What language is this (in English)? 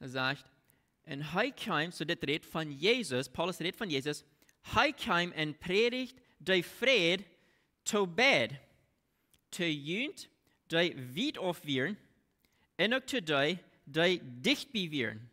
Plautdietsch